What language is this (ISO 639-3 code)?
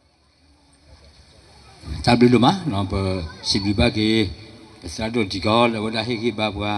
ksw